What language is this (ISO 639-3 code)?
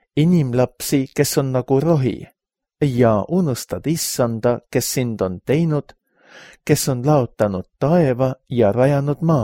est